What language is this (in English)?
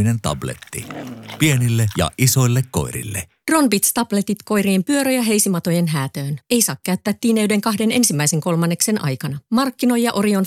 Finnish